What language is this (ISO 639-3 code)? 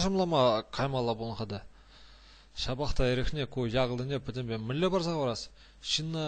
chv